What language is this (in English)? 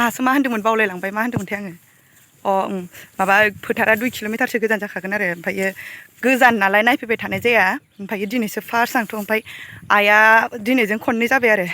Bodo